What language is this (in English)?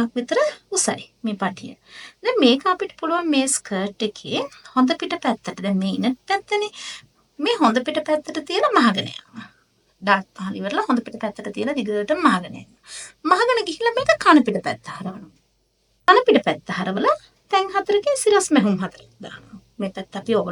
Sinhala